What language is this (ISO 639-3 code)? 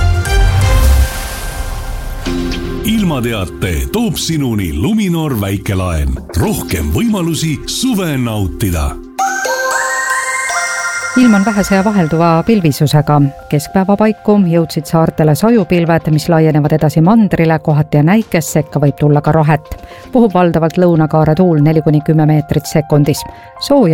est